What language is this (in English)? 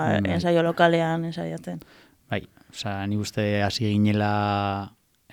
Basque